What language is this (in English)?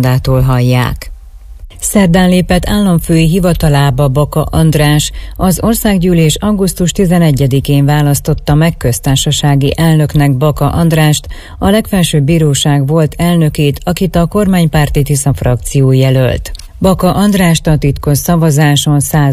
Hungarian